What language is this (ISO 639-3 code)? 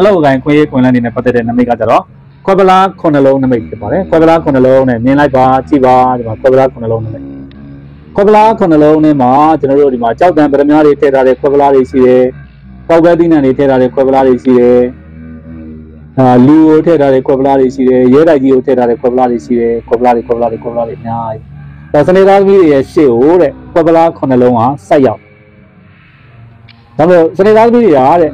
mya